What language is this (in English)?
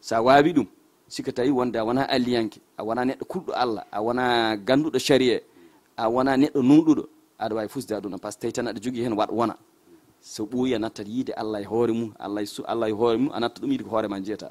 Fula